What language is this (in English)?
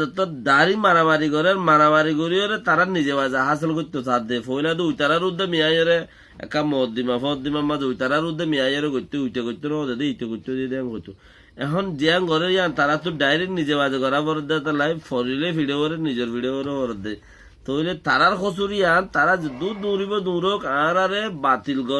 Rohingya